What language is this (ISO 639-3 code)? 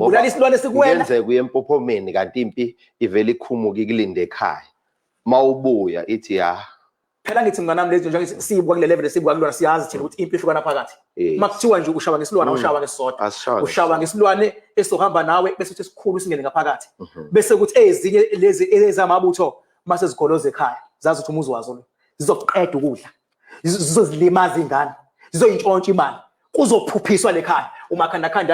zul